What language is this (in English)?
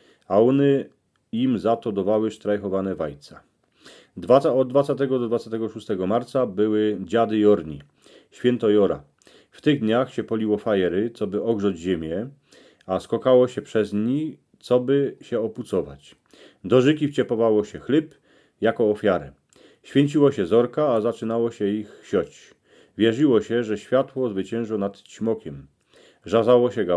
Silesian